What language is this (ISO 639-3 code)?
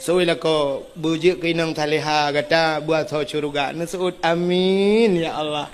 ace